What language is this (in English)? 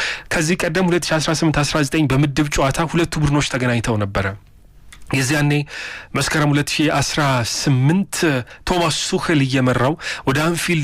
Amharic